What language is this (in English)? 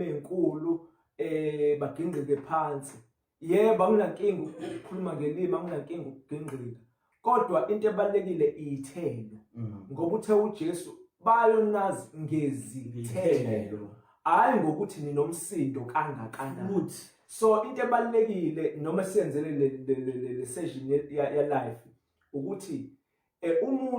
Zulu